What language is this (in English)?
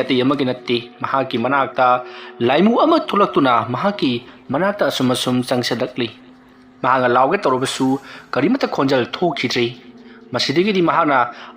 Manipuri